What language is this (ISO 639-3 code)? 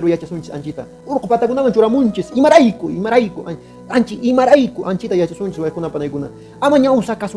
que